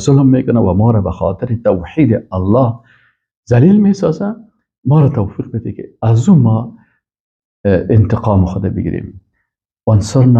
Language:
Persian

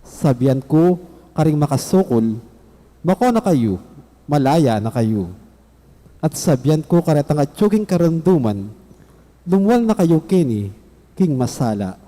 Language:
Pampanga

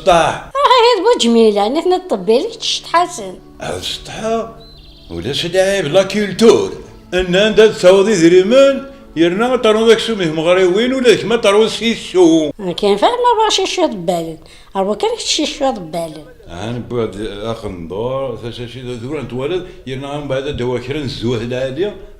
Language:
Kabyle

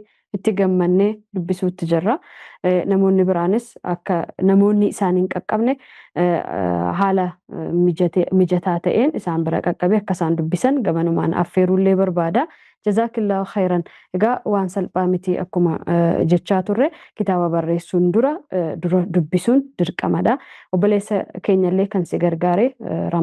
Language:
Oromo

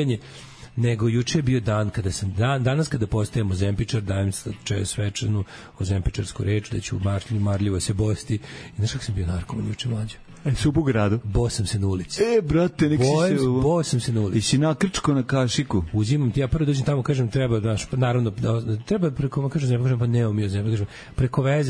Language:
Serbian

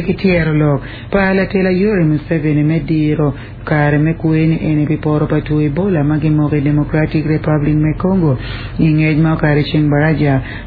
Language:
Acoli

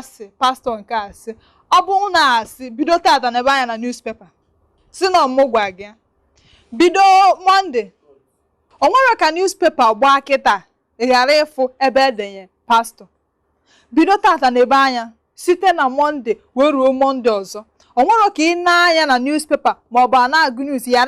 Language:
Igbo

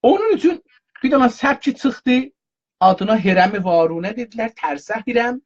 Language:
South Azerbaijani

